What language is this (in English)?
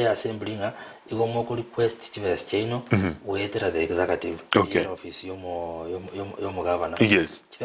Gusii